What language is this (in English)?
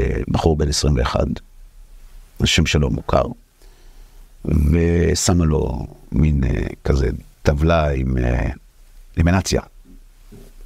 Hebrew